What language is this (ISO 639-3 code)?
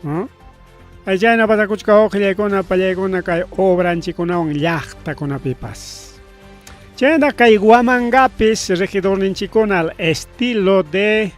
quy